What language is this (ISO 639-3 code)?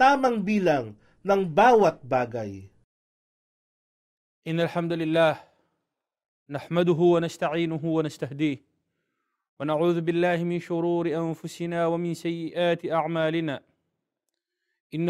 fil